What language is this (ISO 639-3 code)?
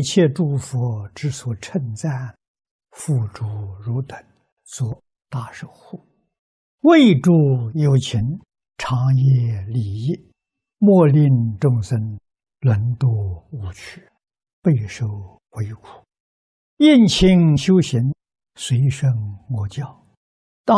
zho